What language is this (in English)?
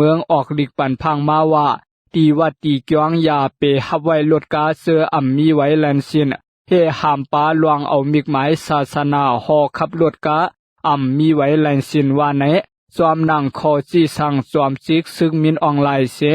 Shan